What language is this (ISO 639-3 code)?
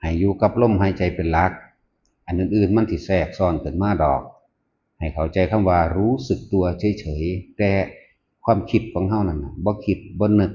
tts